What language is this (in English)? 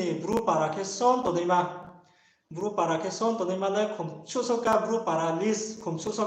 Riang (India)